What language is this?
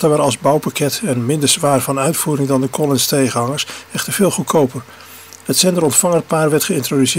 Dutch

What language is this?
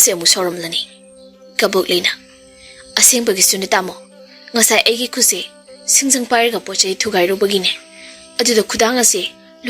Manipuri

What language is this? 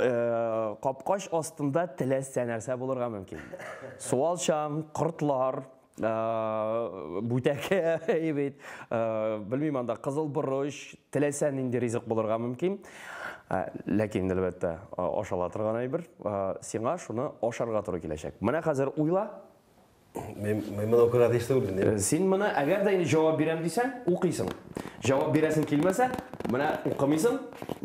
Tatar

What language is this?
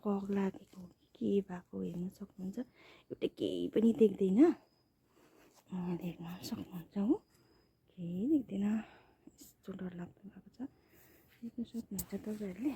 Nepali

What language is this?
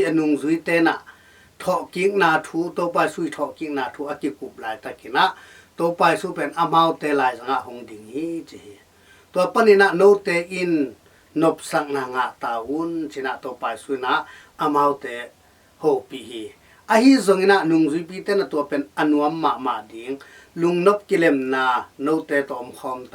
Tedim Chin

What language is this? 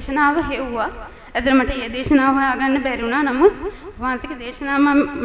Sinhala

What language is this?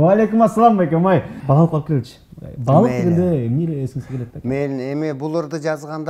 Kyrgyz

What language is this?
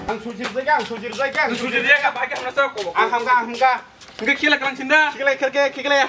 Kok Borok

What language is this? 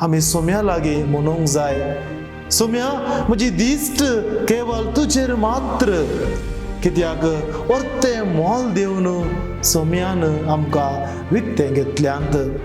Konkani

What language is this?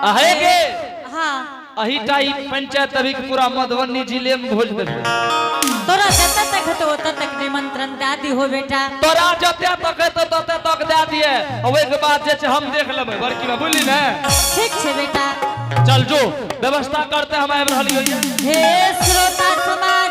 Angika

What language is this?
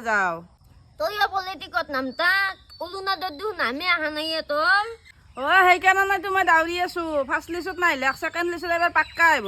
Assamese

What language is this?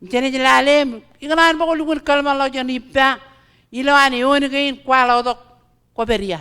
Marshallese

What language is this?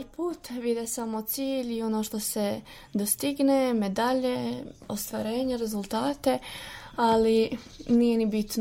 Serbian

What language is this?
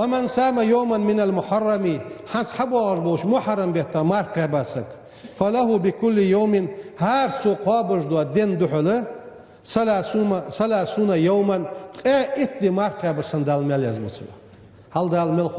Ingush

